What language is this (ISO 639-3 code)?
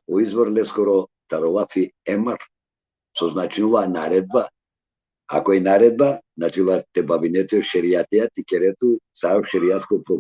rmn